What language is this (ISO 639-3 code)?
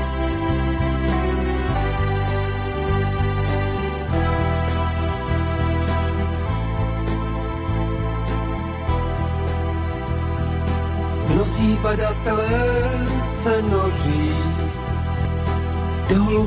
ces